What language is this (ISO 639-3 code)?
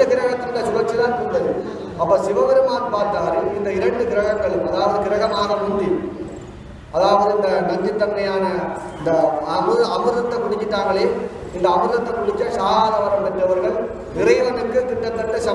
tam